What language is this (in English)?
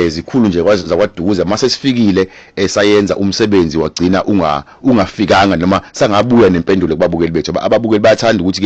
Zulu